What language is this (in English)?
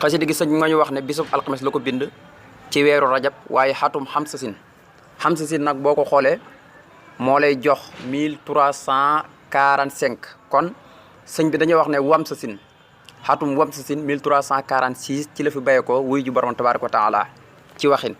Wolof